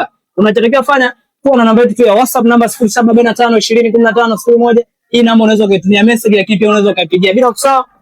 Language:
Swahili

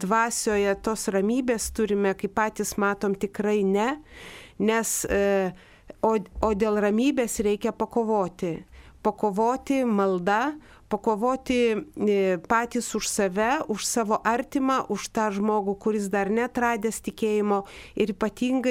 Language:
Lithuanian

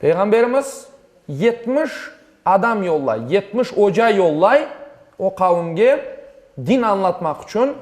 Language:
Crimean Tatar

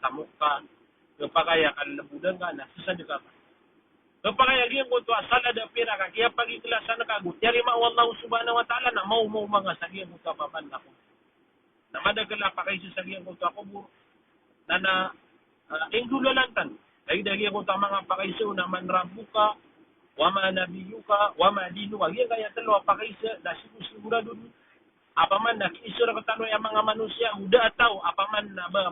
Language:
Maranao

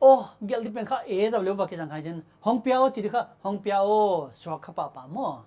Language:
Paite Chin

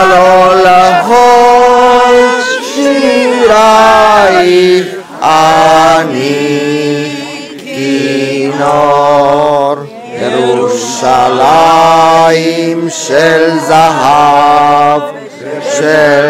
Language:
Hebrew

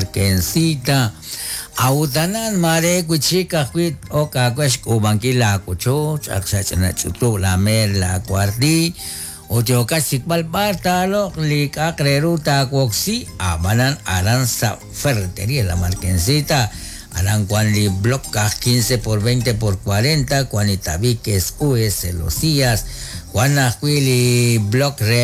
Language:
Kekchí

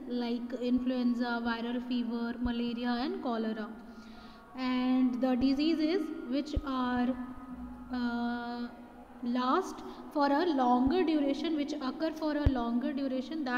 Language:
English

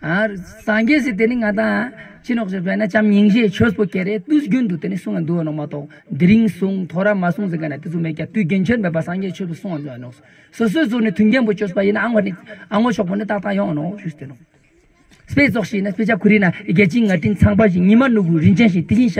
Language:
Ladakhi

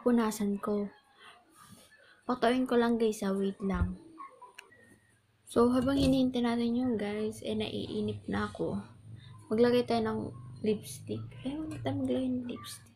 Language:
Filipino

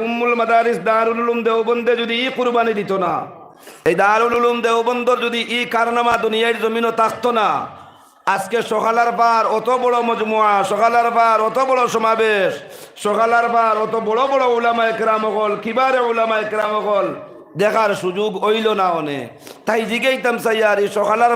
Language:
Sylheti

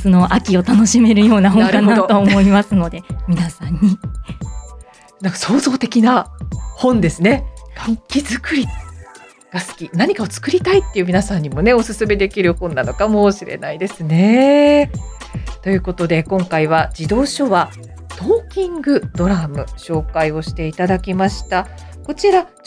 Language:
Japanese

